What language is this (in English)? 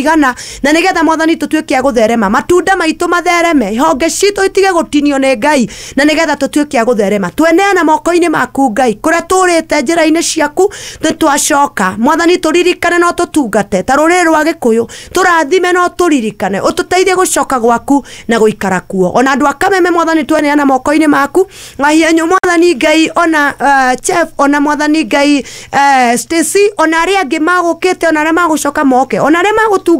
Kikuyu